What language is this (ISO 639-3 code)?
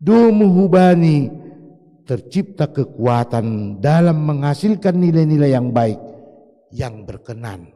bts